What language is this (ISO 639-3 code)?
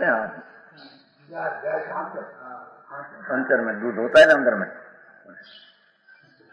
guj